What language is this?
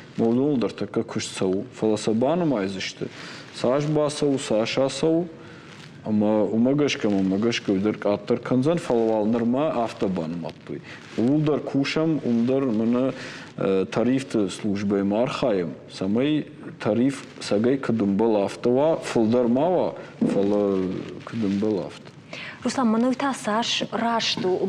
Ossetic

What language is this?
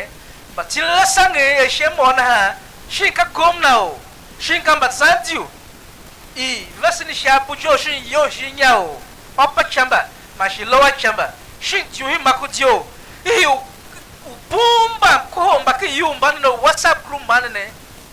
Tiv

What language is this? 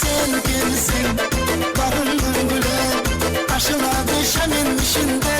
Kara-Kalpak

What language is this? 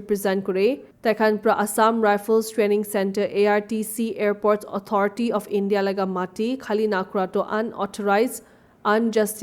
Naga Pidgin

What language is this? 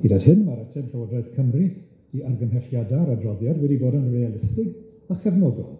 Welsh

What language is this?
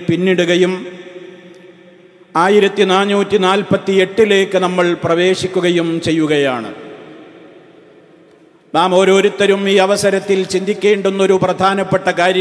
Malayalam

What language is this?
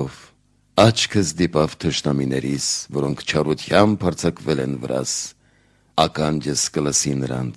Armenian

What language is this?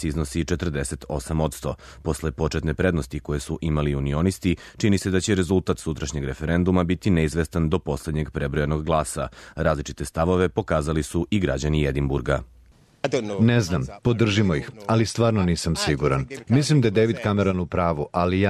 Serbian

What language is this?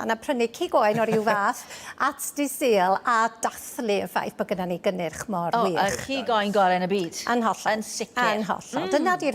Welsh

